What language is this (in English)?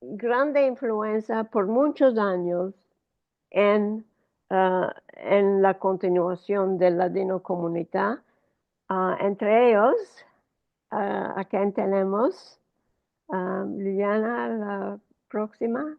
Ladino